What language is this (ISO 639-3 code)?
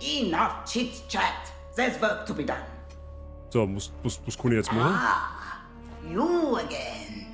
bar